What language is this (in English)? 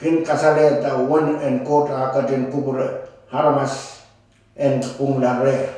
Pohnpeian